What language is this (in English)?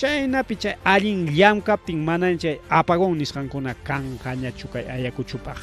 Ayacucho Quechua